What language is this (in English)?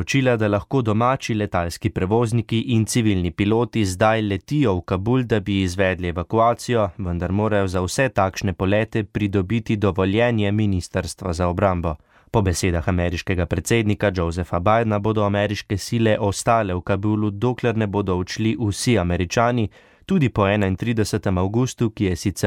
Slovenian